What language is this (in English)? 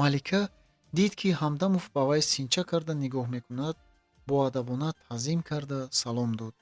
Tajik